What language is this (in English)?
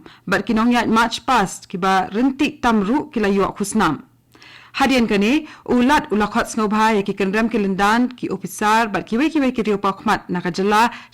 Khasi